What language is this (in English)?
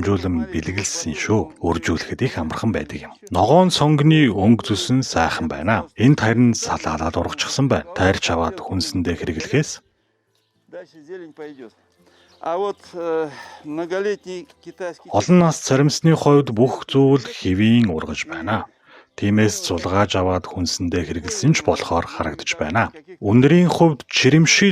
Mongolian